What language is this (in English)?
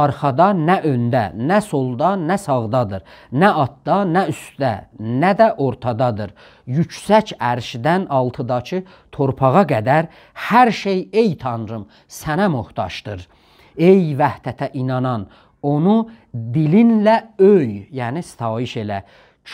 South Azerbaijani